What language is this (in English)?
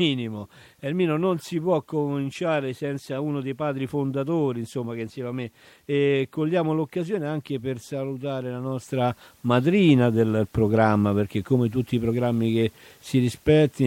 Italian